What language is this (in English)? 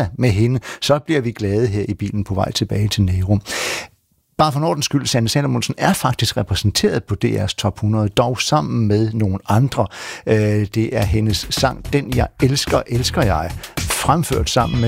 Danish